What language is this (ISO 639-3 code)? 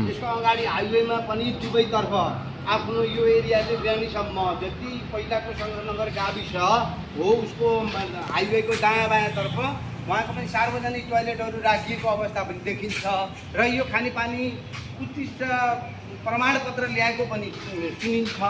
nep